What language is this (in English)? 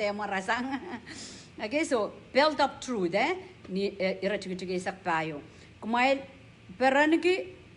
Pohnpeian